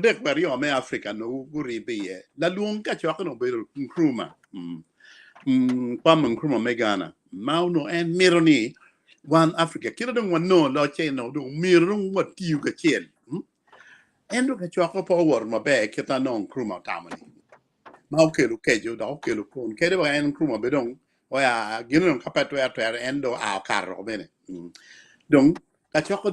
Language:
Acoli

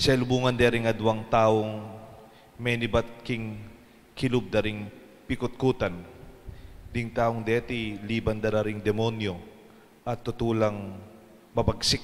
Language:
Pampanga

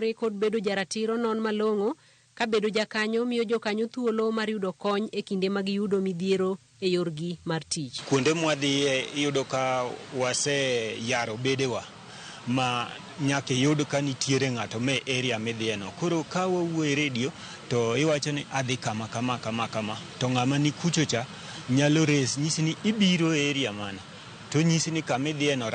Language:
Luo (Kenya and Tanzania)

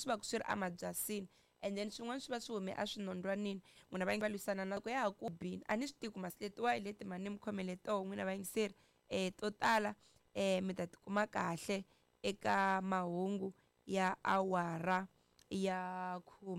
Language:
Tsonga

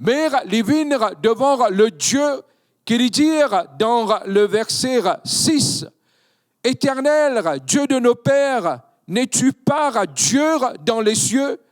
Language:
Morisyen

